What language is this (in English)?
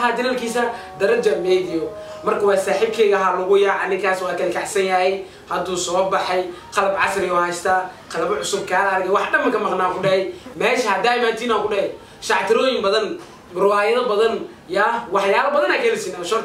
Somali